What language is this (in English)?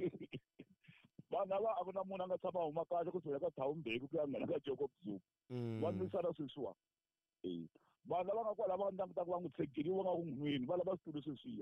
Tsonga